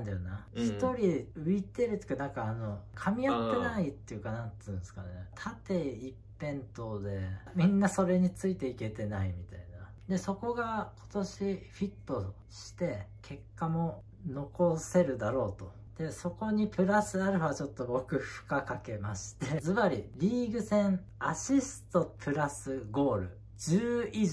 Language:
Japanese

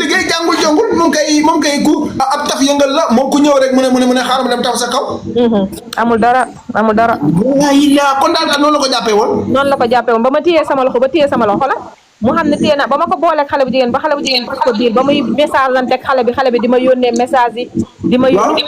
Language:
Wolof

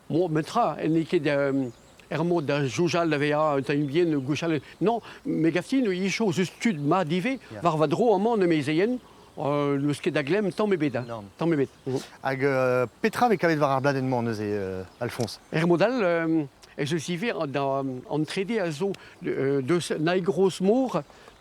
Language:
Breton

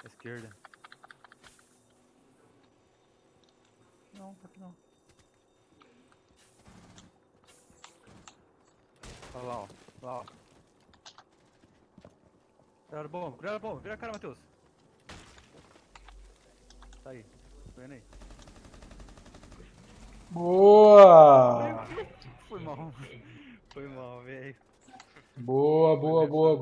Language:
Portuguese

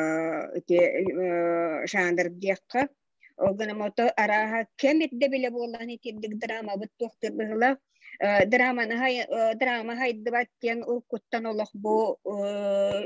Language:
Yakut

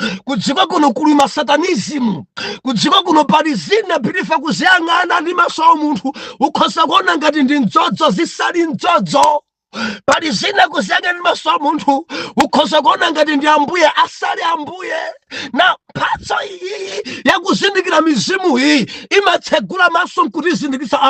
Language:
Nyanja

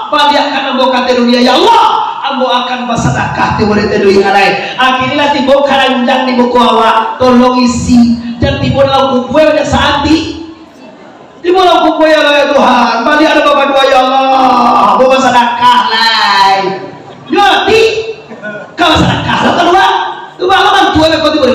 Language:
Minangkabau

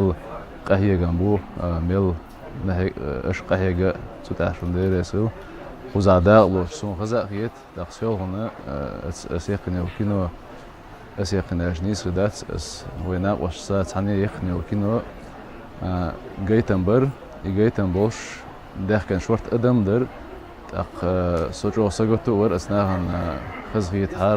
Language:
Chechen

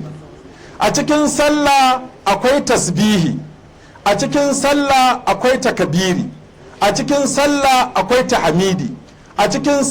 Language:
Hausa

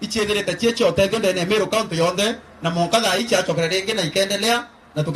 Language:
Meru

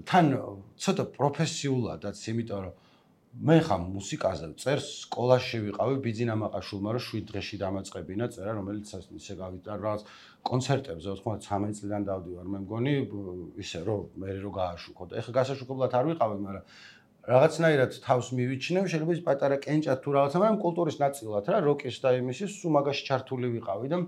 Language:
Georgian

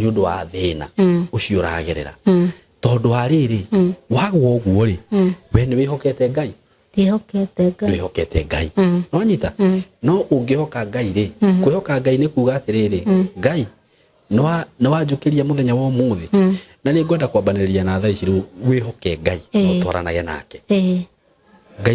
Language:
Kikuyu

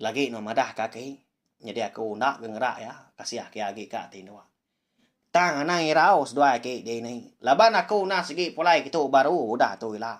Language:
Iban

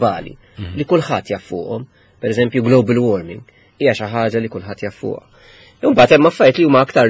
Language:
Maltese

